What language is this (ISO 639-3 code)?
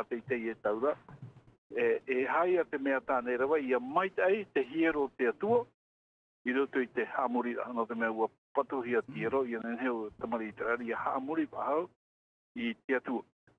tah